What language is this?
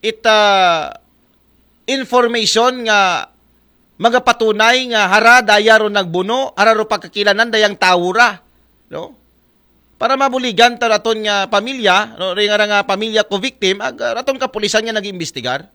Aklanon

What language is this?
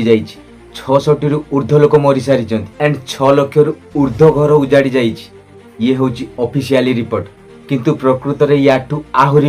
Odia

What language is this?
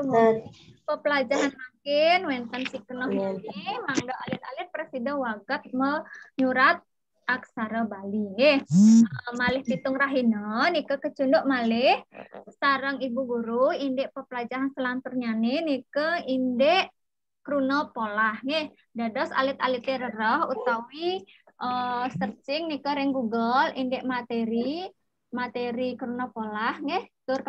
Balinese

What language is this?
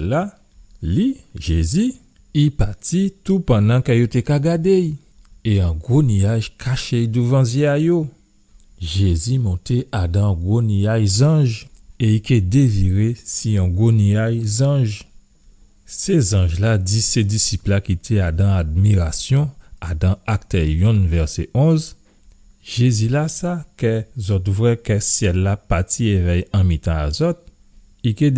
Guadeloupean Creole French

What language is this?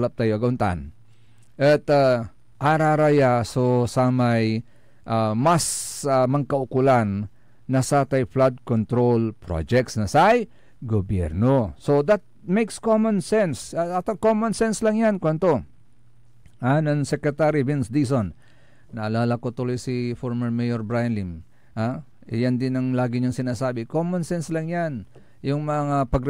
Pangasinan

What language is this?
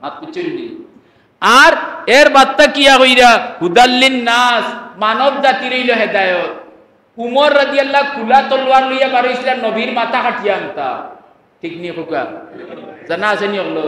Sylheti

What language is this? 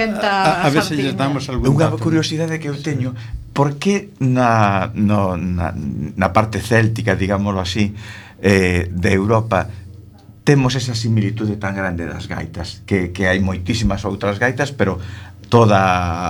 Galician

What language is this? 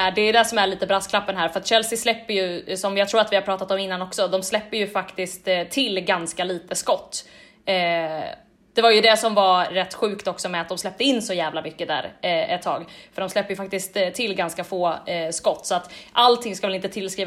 Swedish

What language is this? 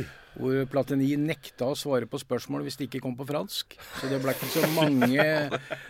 Norwegian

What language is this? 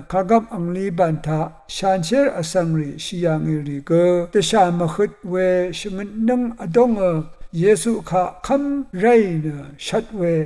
Rawang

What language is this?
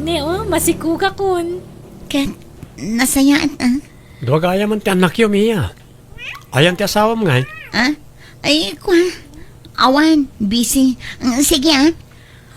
Iloko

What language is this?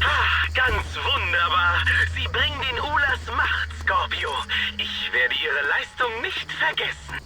Bavarian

